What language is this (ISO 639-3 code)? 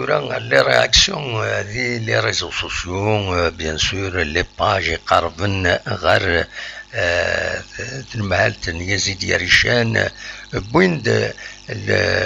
kab